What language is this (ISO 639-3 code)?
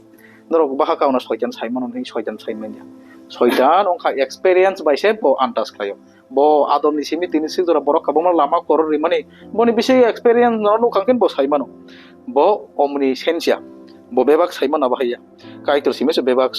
trp